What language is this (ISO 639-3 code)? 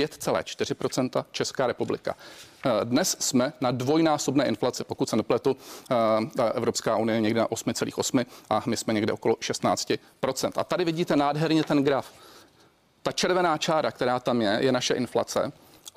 ces